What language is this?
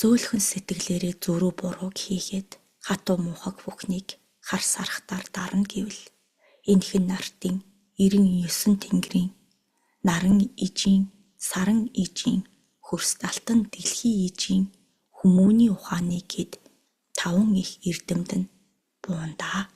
Mongolian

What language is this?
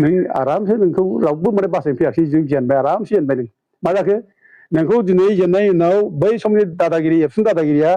Bodo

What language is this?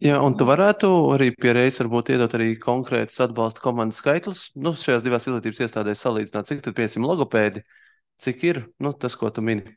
Latvian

